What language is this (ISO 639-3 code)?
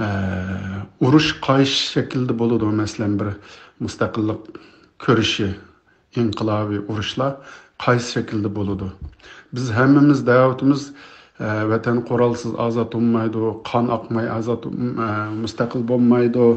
uig